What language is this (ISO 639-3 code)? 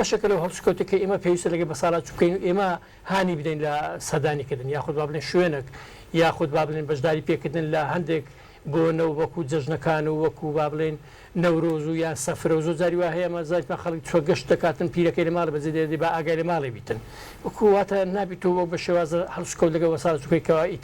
ckb